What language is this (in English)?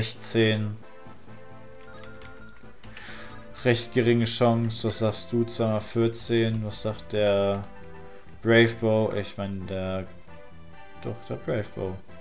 German